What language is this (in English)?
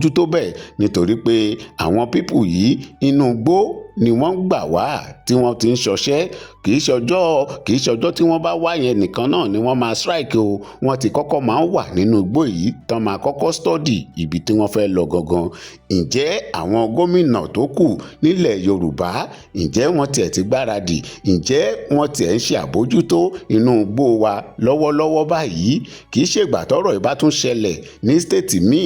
Yoruba